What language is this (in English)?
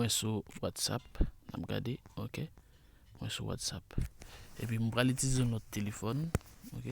Haitian Creole